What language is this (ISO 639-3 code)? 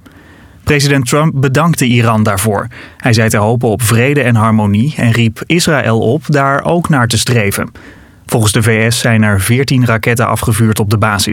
nld